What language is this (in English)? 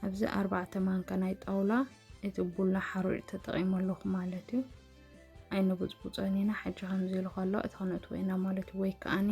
Tigrinya